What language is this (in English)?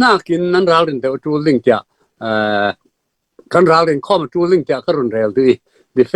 Falam Chin